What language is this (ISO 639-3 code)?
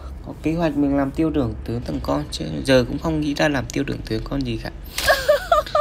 vie